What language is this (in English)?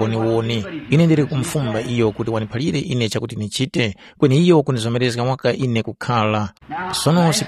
Tumbuka